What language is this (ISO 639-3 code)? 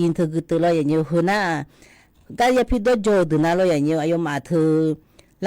ahk